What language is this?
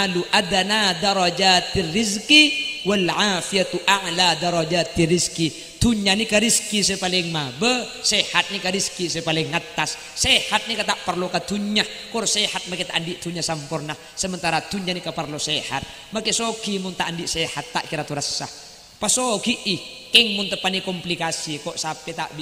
Madurese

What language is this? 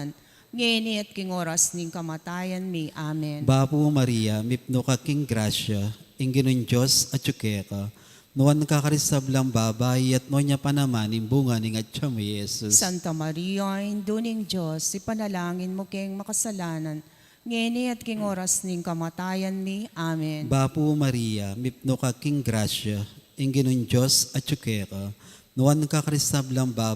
Pampanga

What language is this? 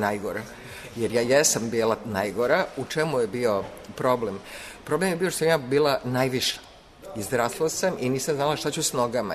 Serbian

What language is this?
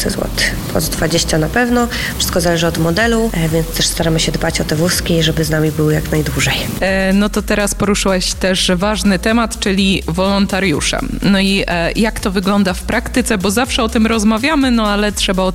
Polish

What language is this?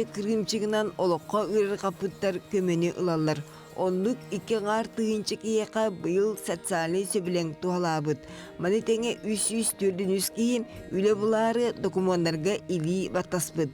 Yakut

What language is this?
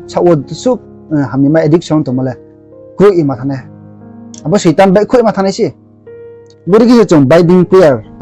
Riang (India)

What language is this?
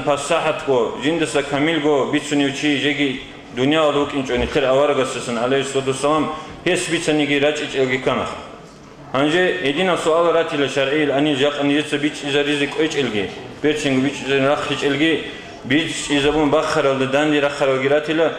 Avaric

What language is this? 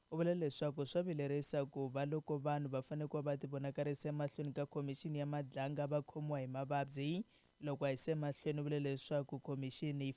Tsonga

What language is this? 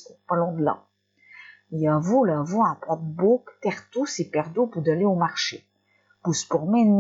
Picard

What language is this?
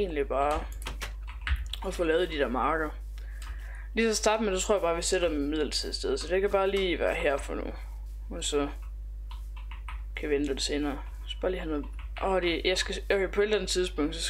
Danish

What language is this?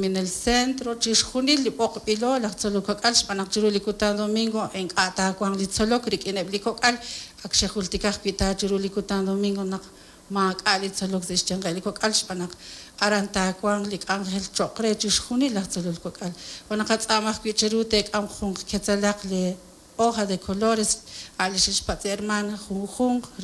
Kekchí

